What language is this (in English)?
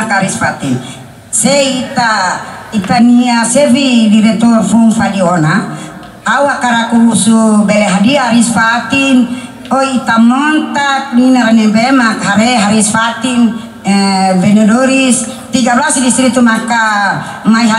Tetum